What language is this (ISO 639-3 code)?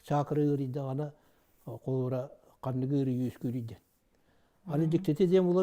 sah